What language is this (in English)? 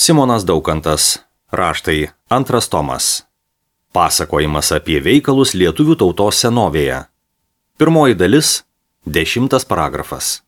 Lithuanian